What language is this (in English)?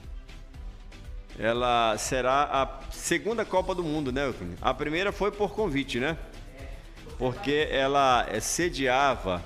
Portuguese